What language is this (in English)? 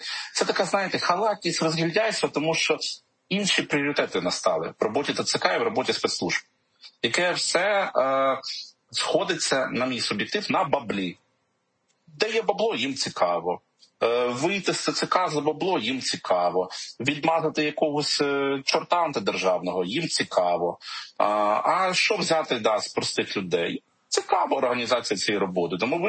Ukrainian